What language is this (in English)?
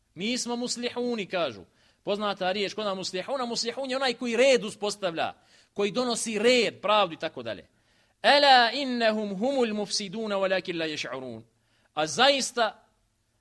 Bosnian